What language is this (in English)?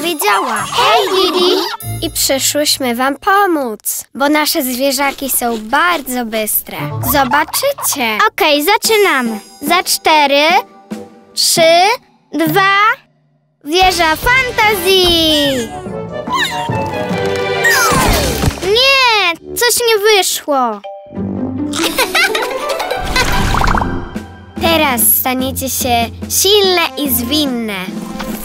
Polish